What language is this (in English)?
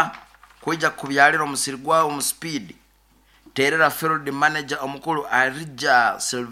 Nyoro